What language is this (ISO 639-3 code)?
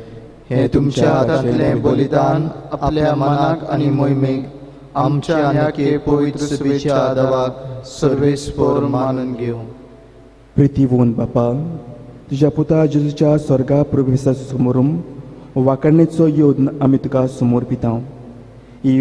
kok